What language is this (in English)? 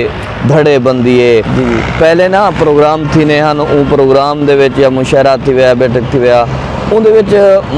Saraiki